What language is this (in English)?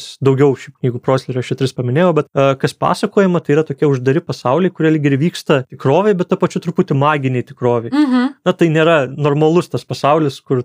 Lithuanian